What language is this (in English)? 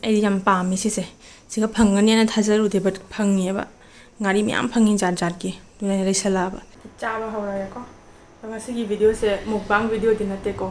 Manipuri